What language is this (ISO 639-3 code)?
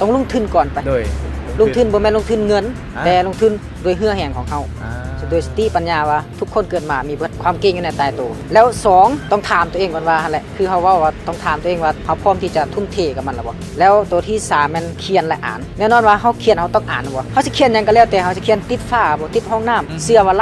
lao